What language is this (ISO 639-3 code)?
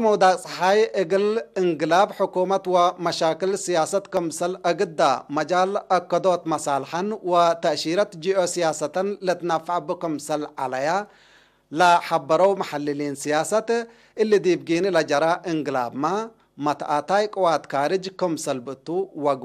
tig